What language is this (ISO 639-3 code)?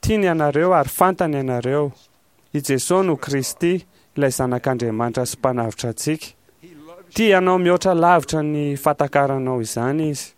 mlg